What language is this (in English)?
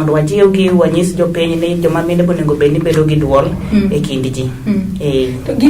Luo (Kenya and Tanzania)